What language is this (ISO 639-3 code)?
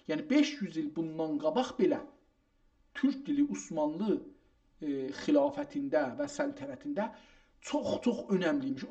azb